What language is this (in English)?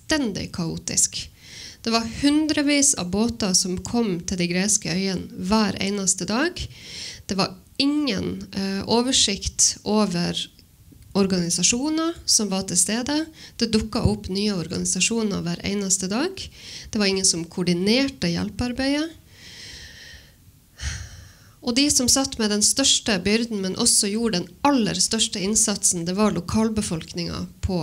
Norwegian